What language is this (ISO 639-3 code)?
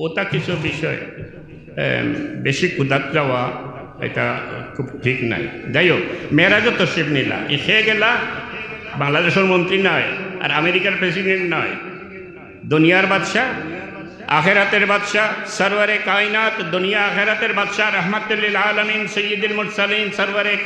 syl